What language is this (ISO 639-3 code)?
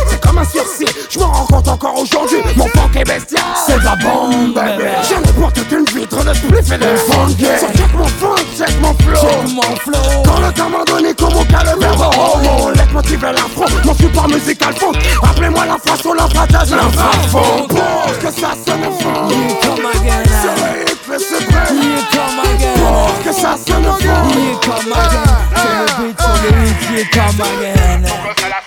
fra